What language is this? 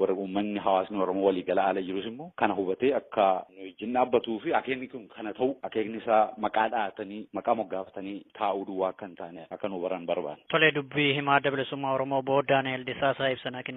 Oromo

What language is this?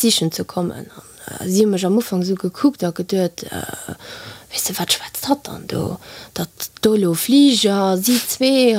Luxembourgish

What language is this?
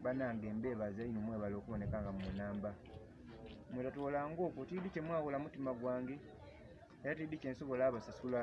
Soga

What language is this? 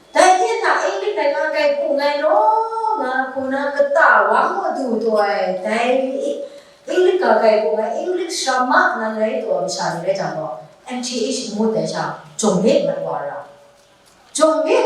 Kachin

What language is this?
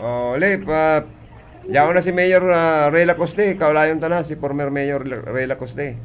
Bikol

